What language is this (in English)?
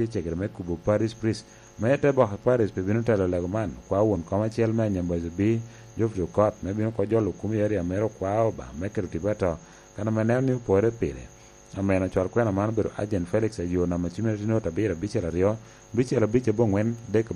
Lango (Uganda)